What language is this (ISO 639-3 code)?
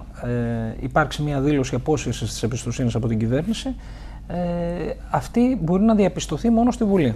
ell